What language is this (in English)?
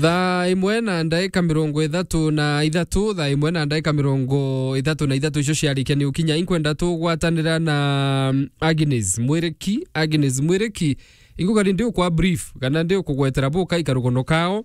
Meru